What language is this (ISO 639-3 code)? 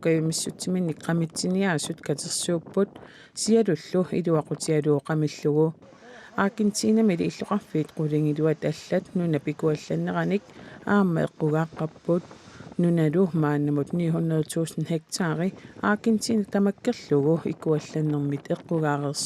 kal